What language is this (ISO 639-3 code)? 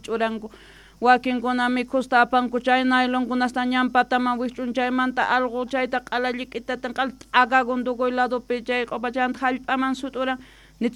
quh